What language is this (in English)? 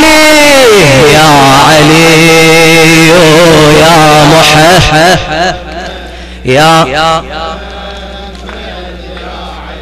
Arabic